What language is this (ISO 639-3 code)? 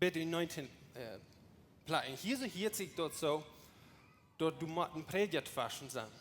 pdt